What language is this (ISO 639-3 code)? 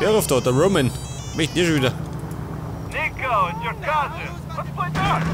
bar